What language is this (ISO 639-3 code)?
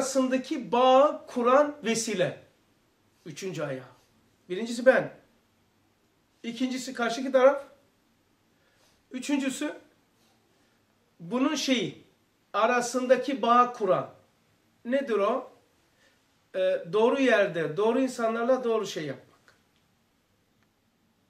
tur